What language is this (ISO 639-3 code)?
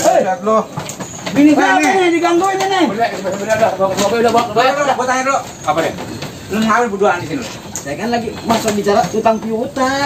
bew